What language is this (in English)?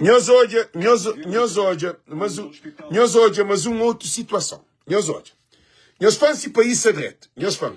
Kabuverdianu